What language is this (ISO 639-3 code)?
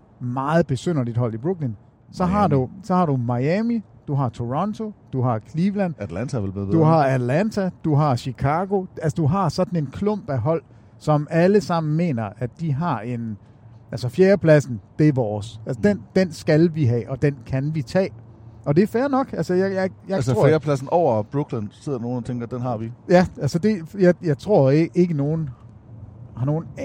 dan